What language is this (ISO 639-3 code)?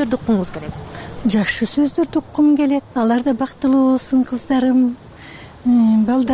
kir